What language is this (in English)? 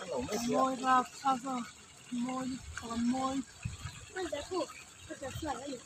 Mizo